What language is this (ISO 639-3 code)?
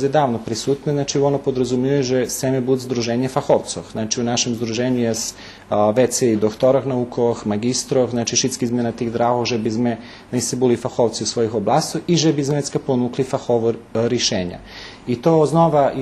rue